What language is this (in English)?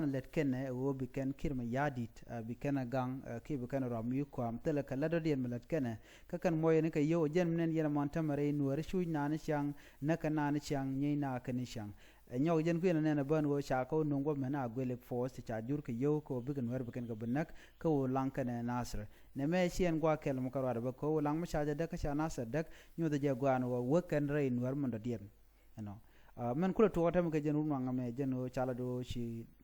Nuer